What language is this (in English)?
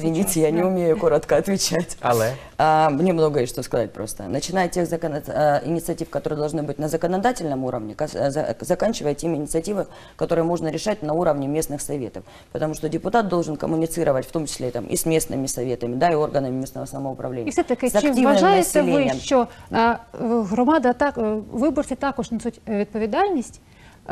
Ukrainian